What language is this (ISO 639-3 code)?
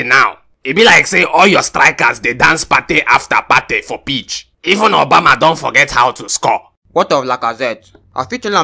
pcm